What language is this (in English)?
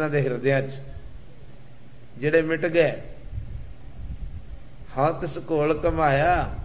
Punjabi